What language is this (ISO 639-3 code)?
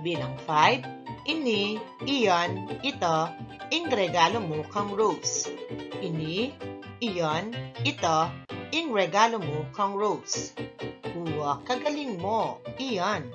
pam